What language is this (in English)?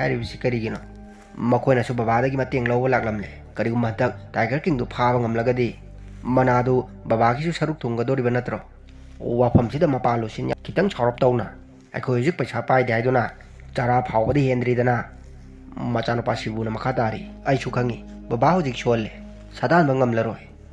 Manipuri